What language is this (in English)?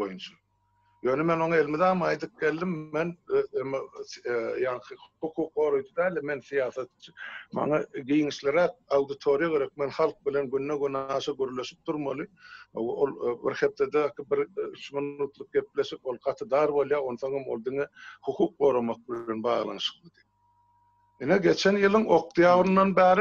Turkmen